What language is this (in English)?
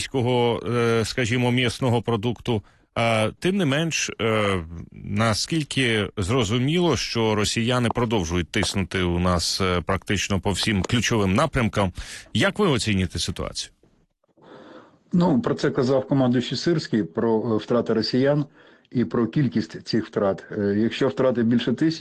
Ukrainian